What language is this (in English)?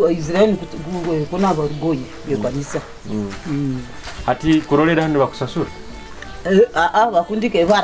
Nyoro